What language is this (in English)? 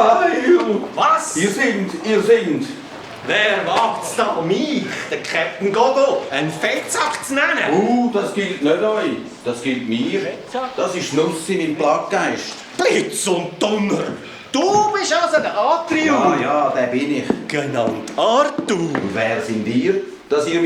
Swiss German